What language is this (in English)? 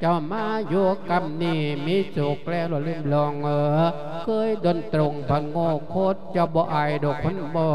Lao